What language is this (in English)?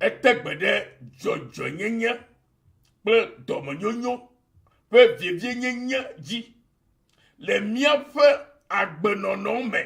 Ewe